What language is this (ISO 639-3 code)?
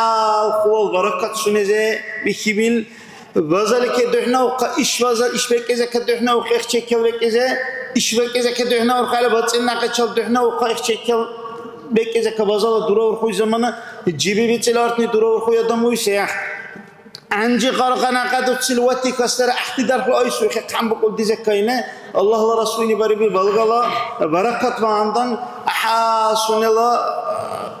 dar